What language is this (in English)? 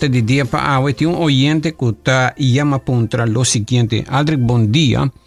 Papiamento